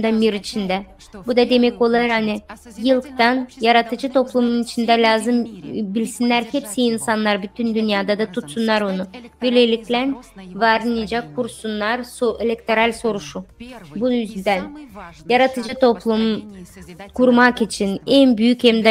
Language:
Gagauz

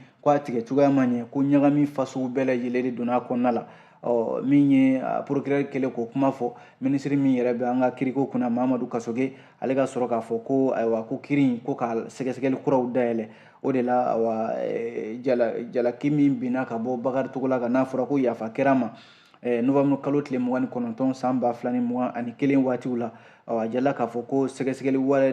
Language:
Bambara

